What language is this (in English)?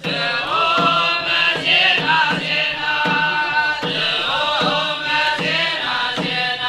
Geez